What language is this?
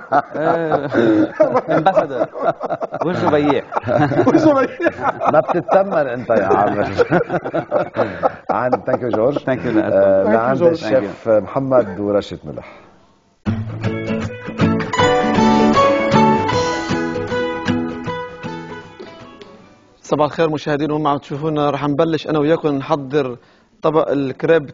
North Levantine Arabic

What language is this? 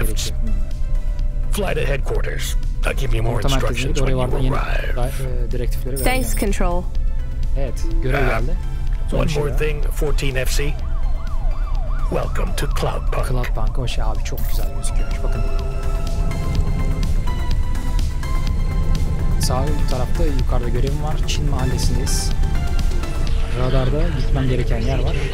Turkish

